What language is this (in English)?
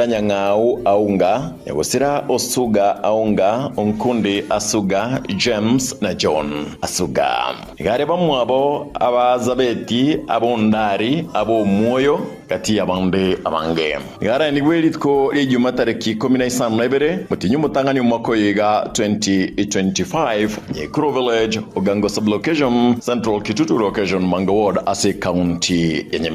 Gusii